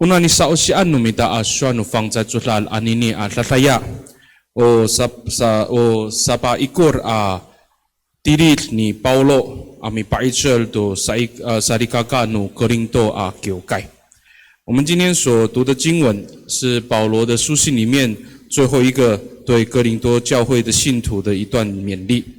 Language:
Amis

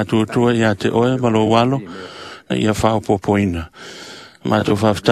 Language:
Samoan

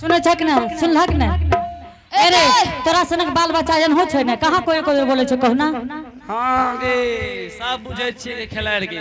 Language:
Angika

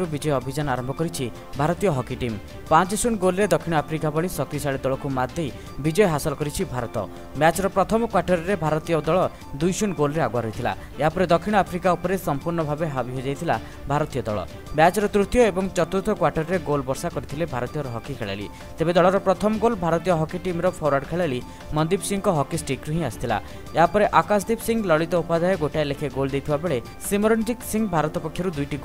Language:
Odia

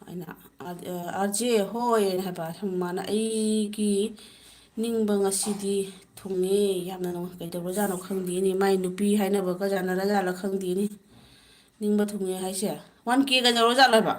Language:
Manipuri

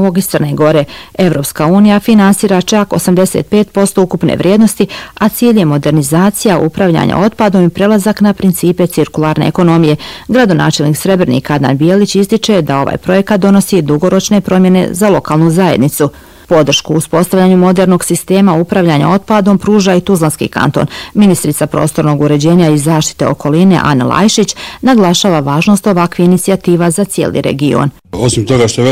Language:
Bosnian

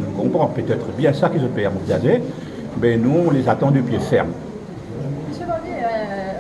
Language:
Morisyen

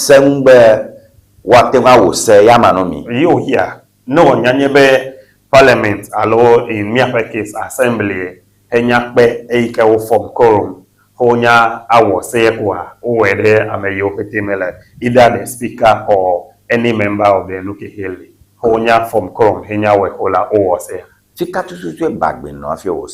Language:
Ewe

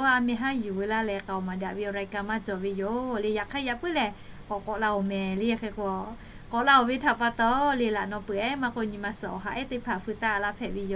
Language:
Lahu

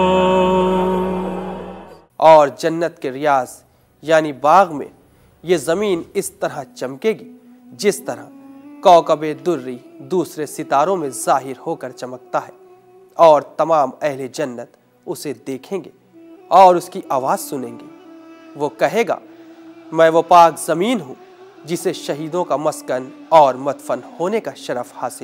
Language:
Urdu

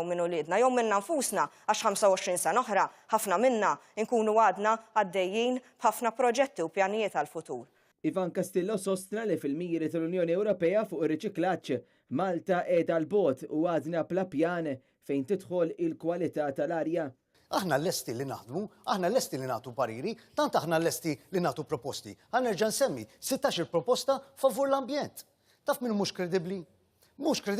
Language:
Maltese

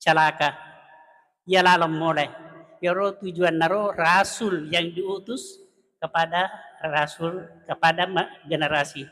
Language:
Buginese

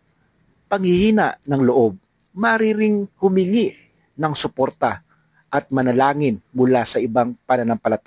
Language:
Filipino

